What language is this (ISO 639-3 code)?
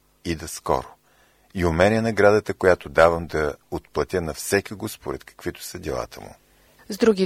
bul